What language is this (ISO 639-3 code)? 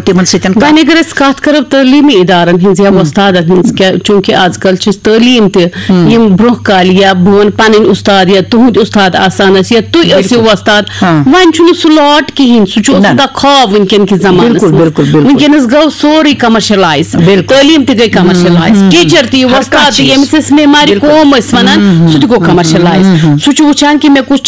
kas